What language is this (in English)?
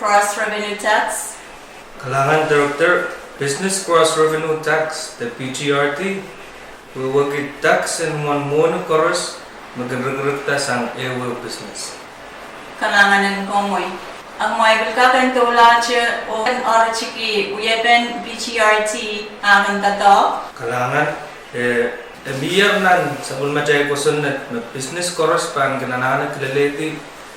Pohnpeian